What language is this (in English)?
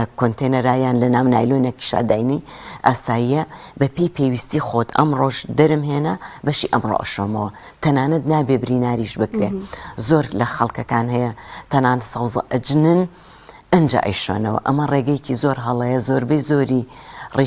Central Kurdish